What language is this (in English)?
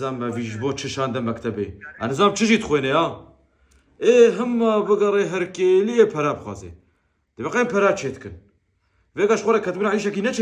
Kurdish